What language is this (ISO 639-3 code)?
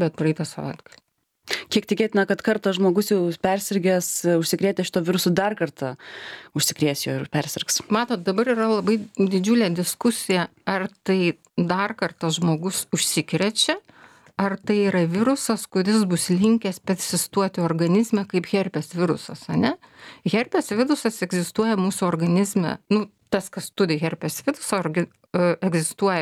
lit